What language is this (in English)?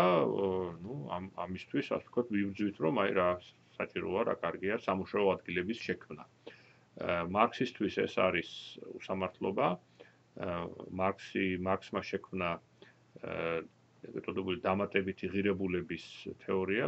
Georgian